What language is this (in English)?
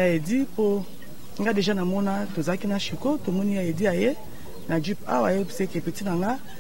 Lingala